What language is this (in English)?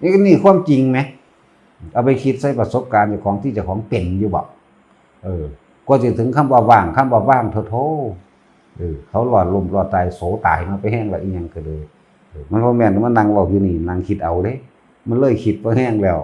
Northeastern Thai